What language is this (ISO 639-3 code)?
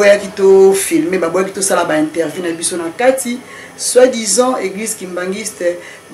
lin